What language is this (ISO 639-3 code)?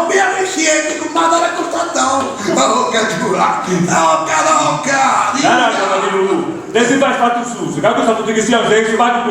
srd